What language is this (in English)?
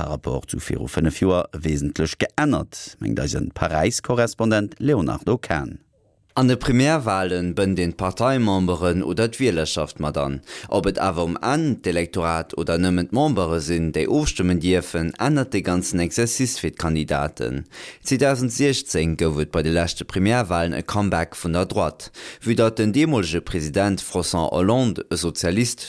Luxembourgish